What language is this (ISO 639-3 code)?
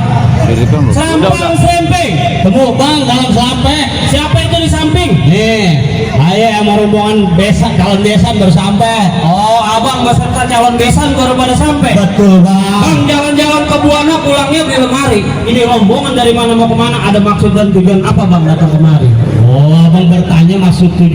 bew